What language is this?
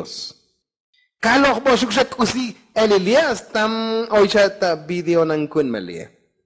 Tzotzil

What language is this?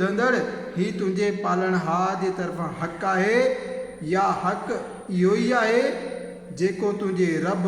Sindhi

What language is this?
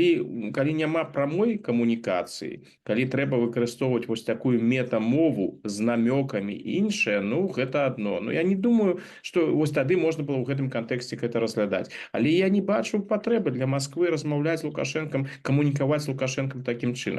Belarusian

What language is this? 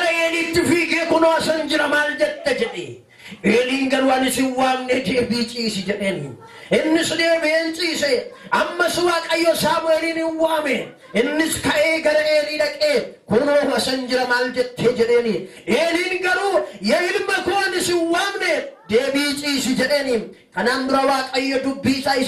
Oromo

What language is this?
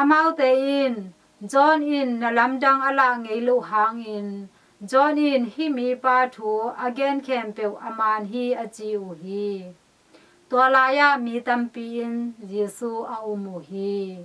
Tedim Chin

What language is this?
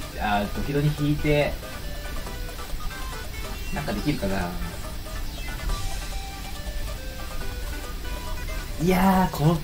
Japanese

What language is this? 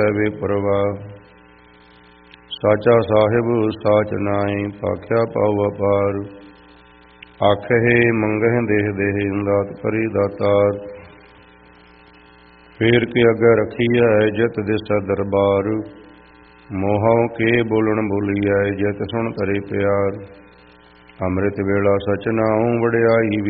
Punjabi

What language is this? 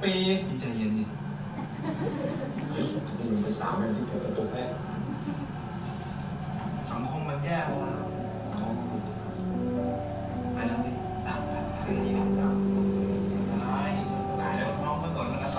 Thai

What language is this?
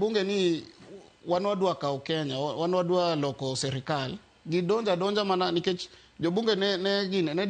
Luo (Kenya and Tanzania)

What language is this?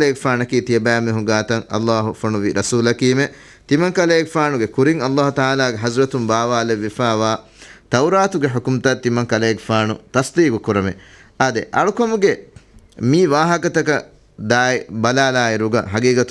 Divehi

